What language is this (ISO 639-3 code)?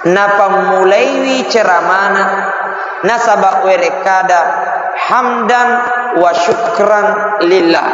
bug